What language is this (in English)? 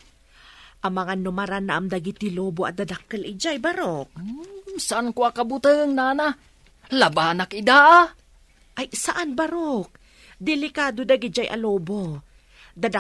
Iloko